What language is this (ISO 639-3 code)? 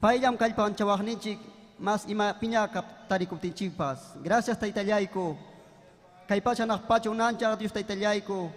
quy